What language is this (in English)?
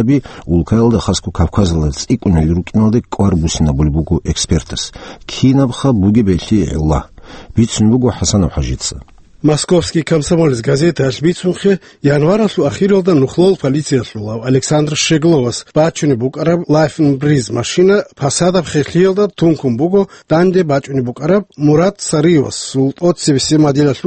Avaric